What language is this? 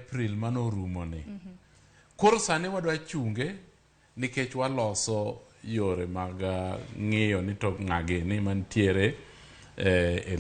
Luo (Kenya and Tanzania)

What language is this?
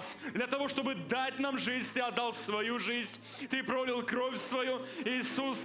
Russian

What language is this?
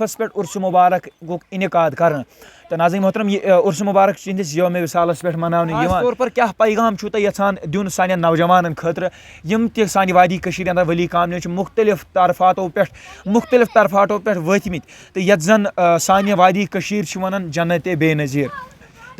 Kashmiri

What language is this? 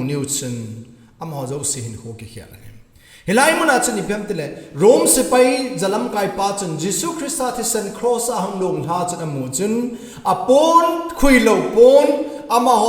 Thado Chin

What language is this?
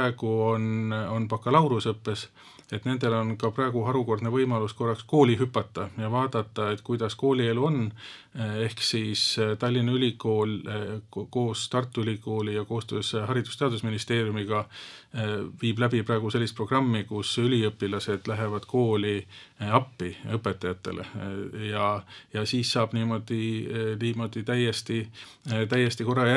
Estonian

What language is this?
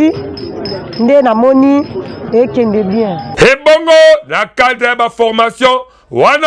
Lingala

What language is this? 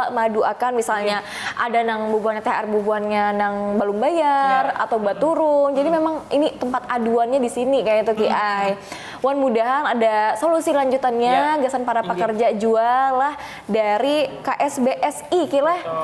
Banjar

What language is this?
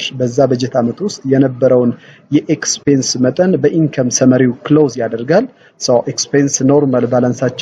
Amharic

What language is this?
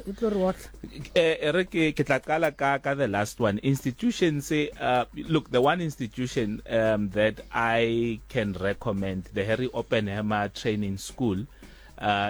Southern Sotho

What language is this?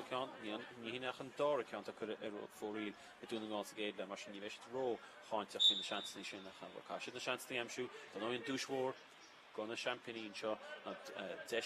Irish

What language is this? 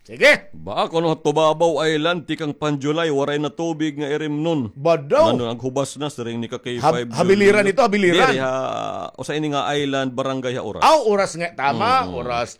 Waray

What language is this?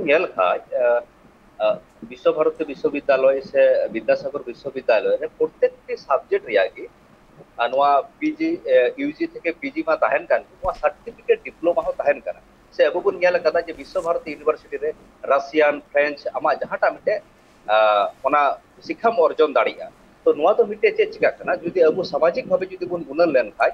Santali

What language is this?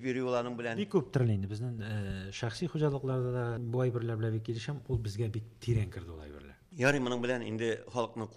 Tatar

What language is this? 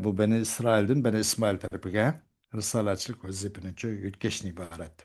Uyghur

